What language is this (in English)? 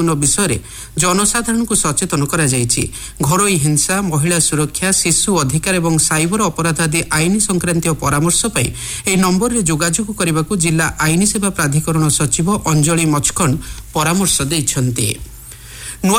Odia